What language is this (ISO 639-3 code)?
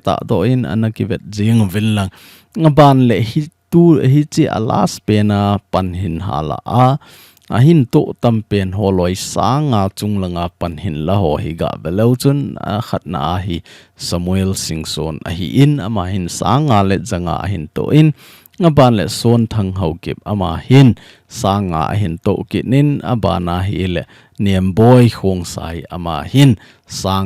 tcz